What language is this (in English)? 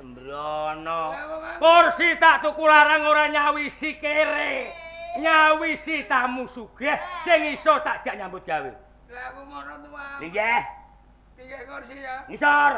Javanese